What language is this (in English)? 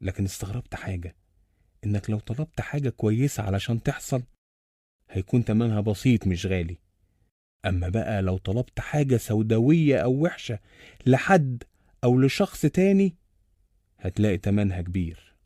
Egyptian Arabic